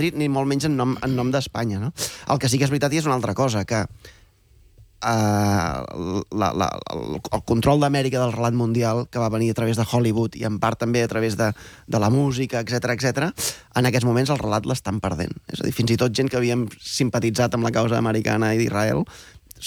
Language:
Catalan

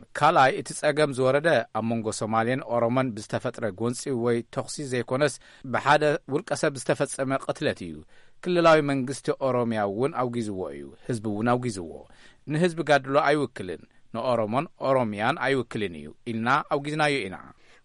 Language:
Tigrinya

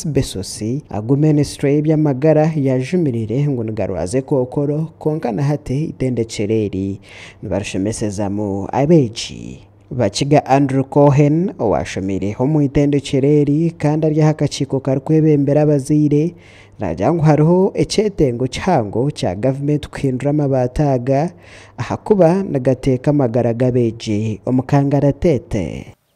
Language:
Nyankole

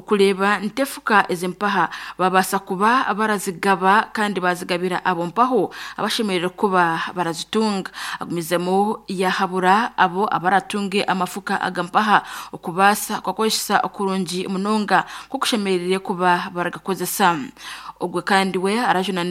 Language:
Nyankole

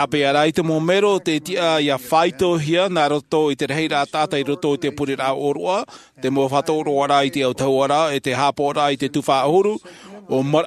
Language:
Tahitian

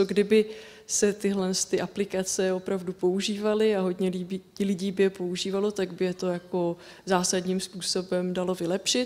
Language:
Czech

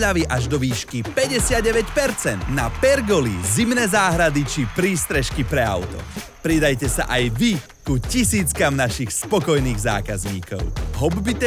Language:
Slovak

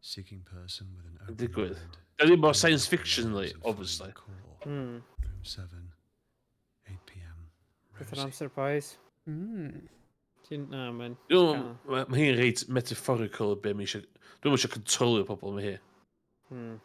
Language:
Welsh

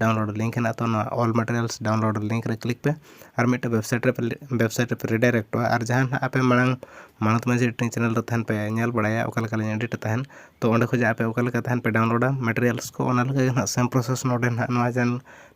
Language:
Santali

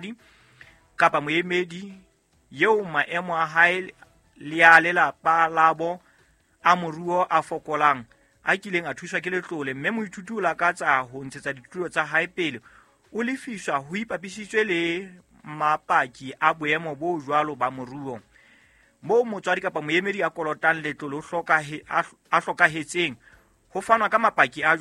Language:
Southern Sotho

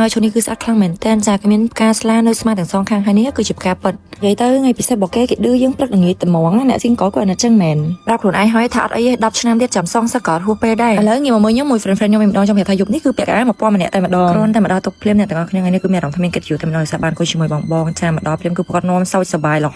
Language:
Khmer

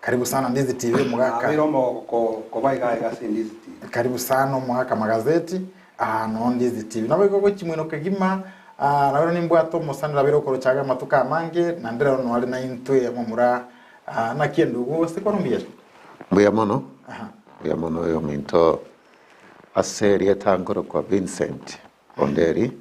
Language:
Gusii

